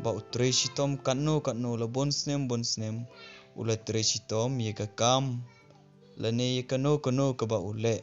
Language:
Khasi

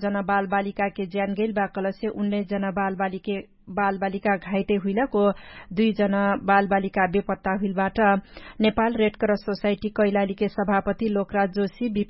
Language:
Dangaura Tharu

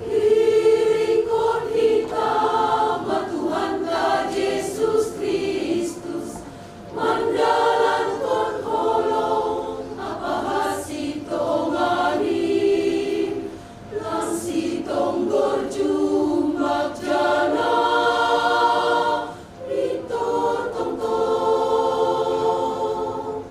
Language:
Batak Simalungun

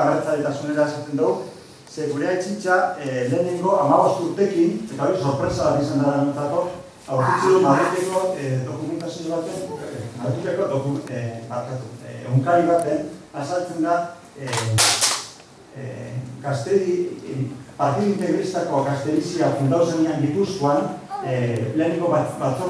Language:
Basque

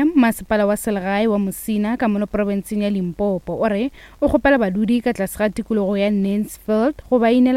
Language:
Northern Sotho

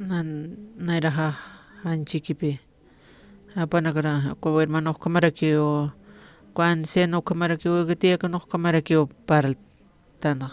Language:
Aymara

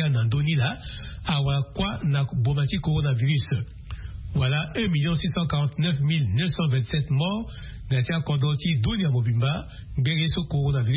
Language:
Sango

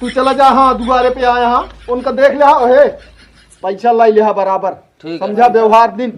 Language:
Awadhi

